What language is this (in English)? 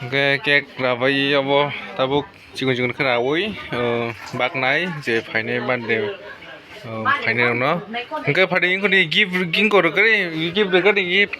Kok Borok